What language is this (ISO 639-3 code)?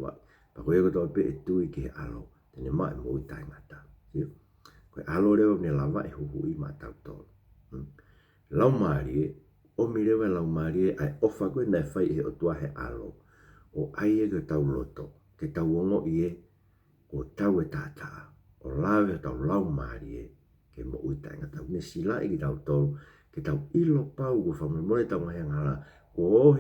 ton